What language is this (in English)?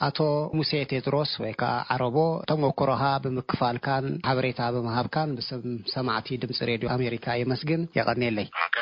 Tigrinya